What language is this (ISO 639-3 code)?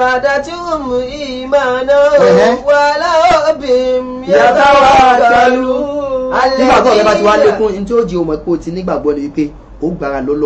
yor